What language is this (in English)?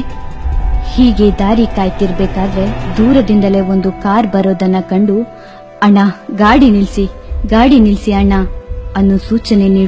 Kannada